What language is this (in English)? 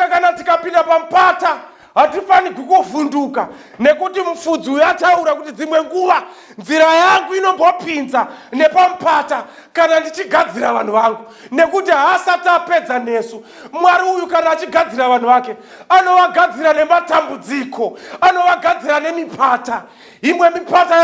Shona